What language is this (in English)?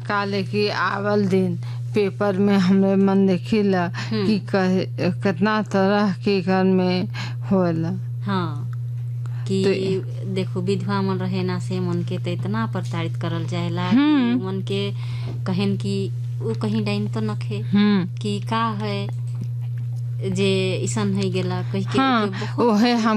Sadri